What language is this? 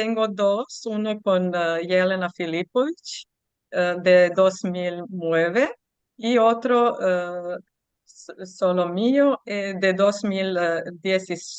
Ladino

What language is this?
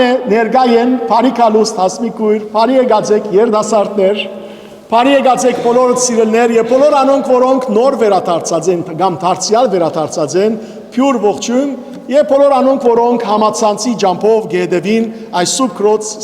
Western Armenian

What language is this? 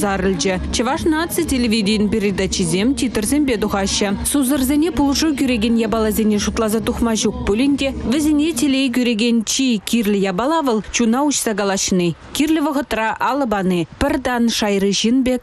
Chuvash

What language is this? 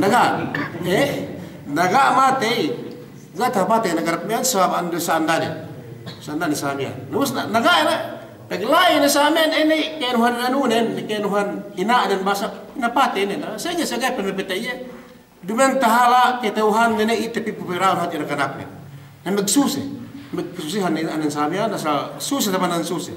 Yakan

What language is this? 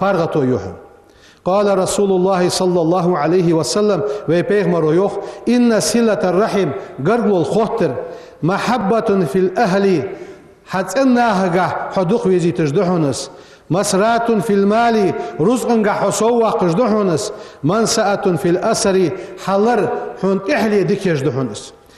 Ingush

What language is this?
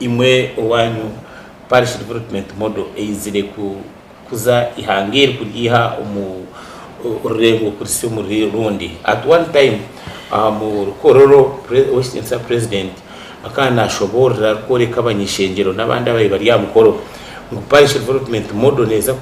Nyankole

